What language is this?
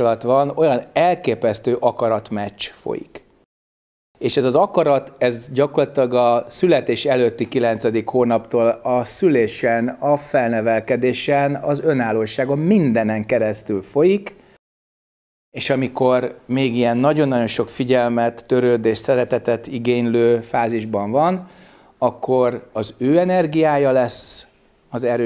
Hungarian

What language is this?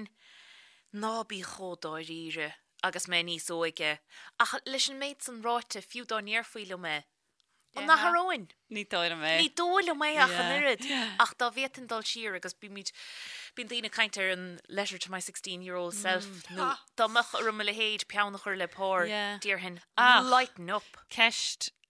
Irish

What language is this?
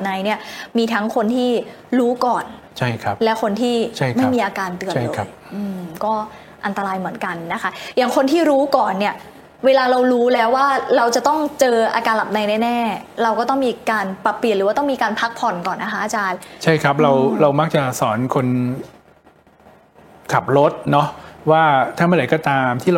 Thai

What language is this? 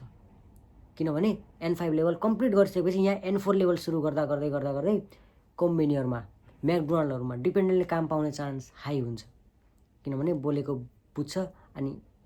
Nepali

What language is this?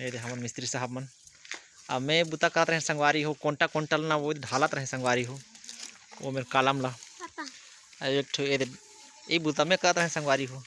Chhattisgarhi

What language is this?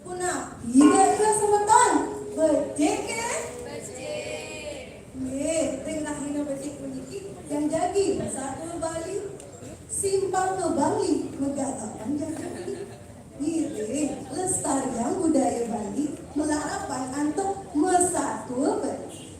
Balinese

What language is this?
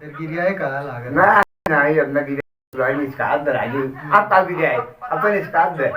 Awadhi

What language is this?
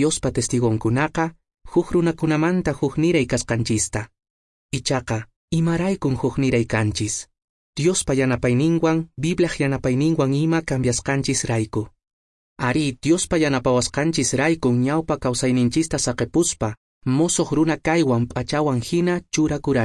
Quechua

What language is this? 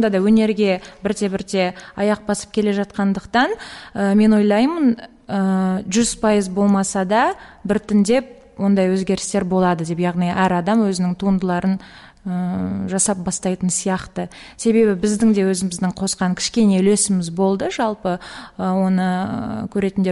Kazakh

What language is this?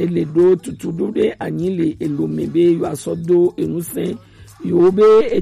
Gen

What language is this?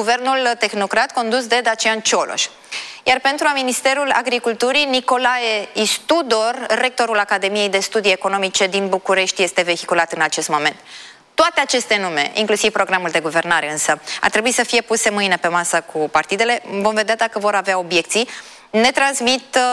Romanian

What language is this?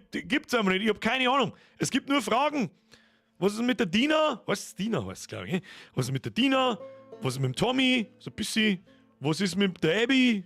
Bavarian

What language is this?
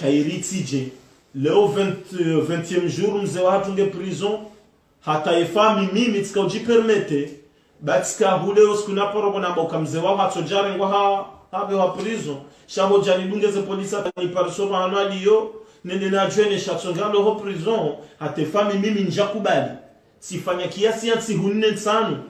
Ngazidja Comorian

